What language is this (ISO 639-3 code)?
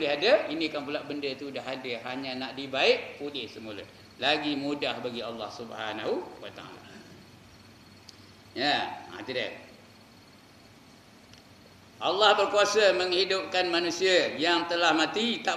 msa